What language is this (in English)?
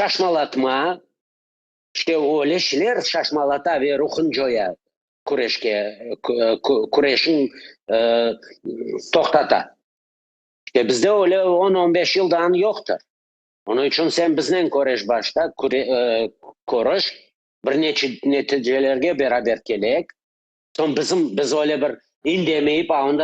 Crimean Tatar